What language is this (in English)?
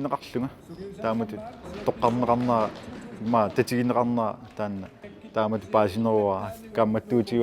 Kalaallisut